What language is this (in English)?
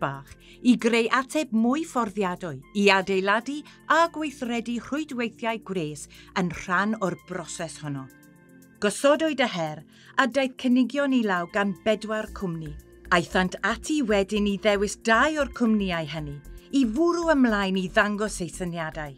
Welsh